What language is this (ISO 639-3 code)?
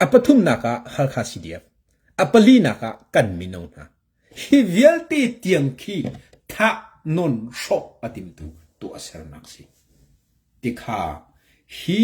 cnh